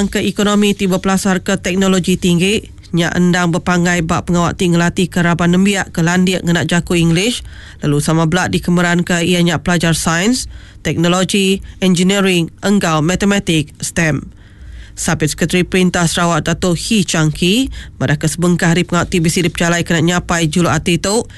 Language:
Iban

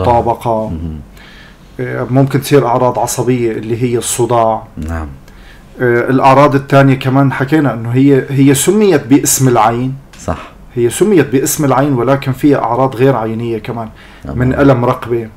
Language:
North Levantine Arabic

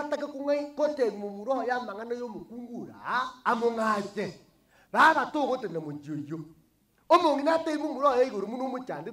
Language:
Gusii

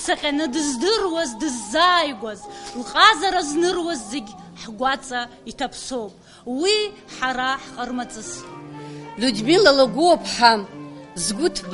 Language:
Abkhazian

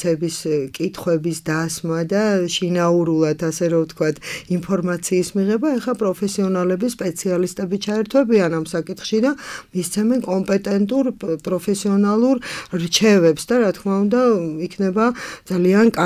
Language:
Georgian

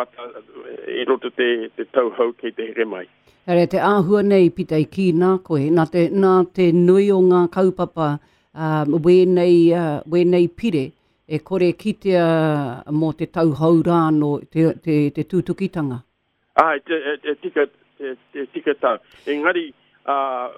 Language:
Māori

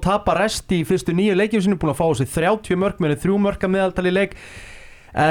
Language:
Icelandic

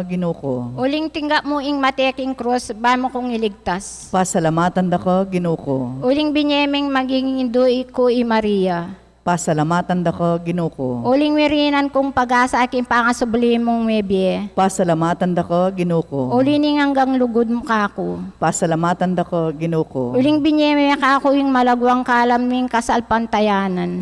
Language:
Pampanga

